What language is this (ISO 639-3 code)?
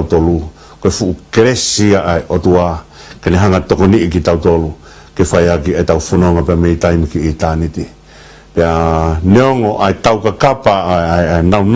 ton